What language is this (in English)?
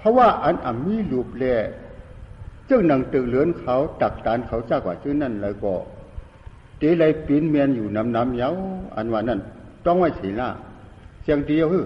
Shan